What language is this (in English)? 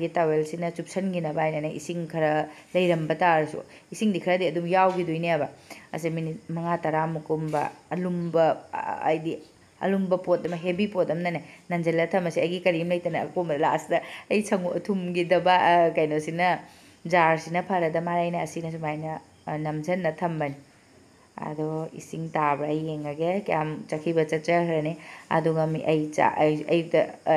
Manipuri